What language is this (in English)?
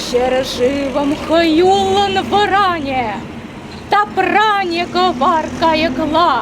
Chuvash